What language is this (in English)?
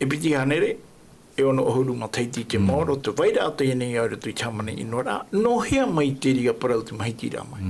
Tahitian